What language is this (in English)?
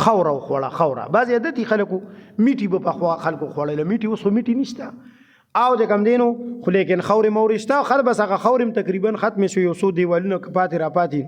Pashto